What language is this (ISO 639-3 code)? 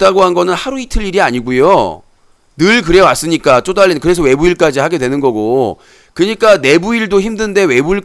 kor